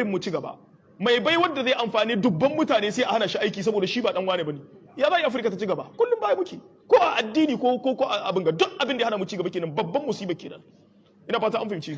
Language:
Hausa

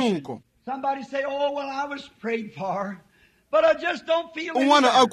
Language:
Tsonga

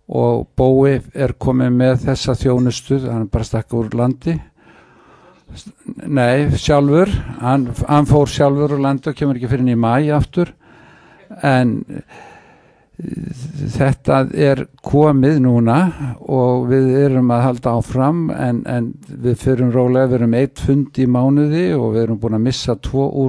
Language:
Icelandic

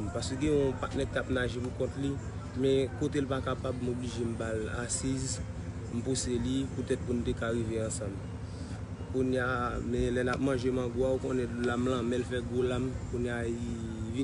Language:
Haitian Creole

